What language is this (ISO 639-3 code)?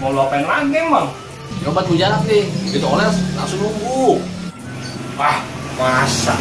bew